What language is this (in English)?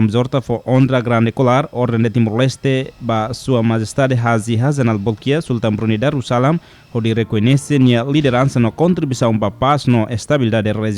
Tetum